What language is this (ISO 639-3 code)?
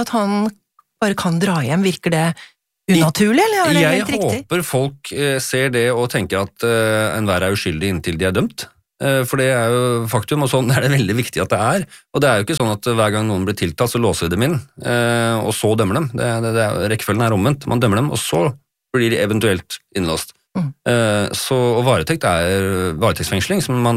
nor